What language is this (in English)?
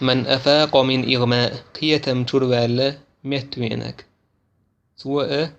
Chechen